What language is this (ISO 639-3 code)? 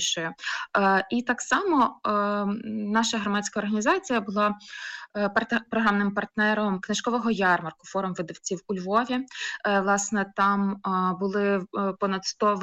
ukr